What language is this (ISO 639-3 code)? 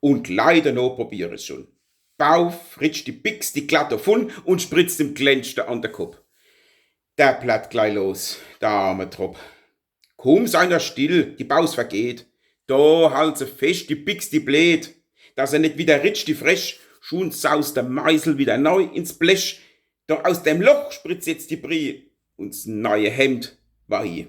pfl